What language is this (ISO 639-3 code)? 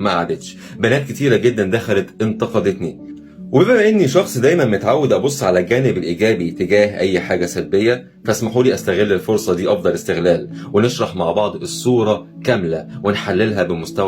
arz